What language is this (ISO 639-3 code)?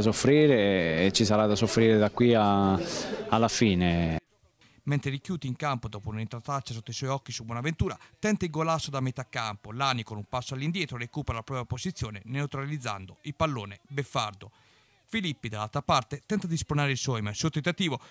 ita